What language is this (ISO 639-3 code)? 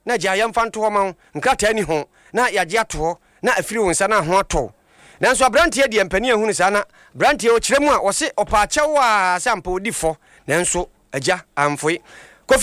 aka